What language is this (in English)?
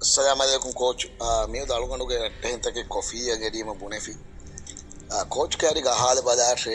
Divehi